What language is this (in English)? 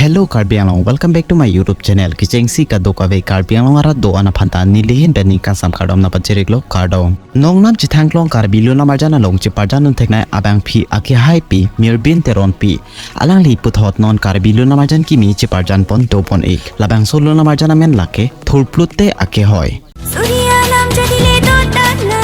Karbi